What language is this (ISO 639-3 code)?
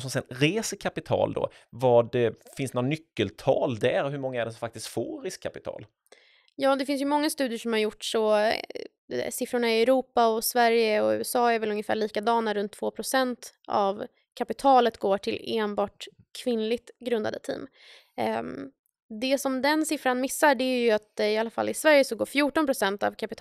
swe